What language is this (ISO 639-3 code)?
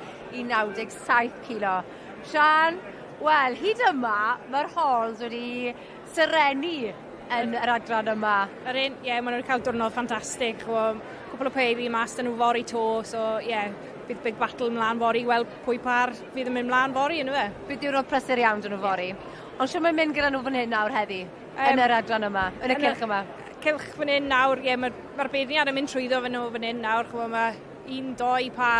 cym